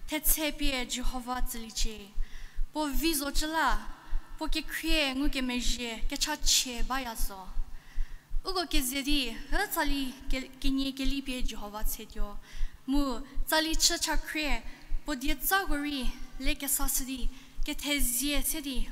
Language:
Angami Naga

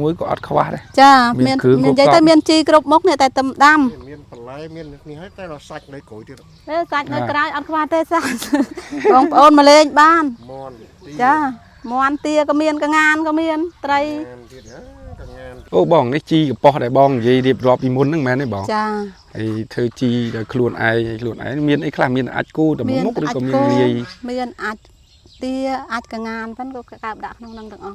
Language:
Khmer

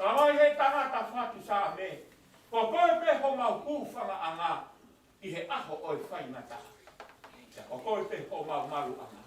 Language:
Tongan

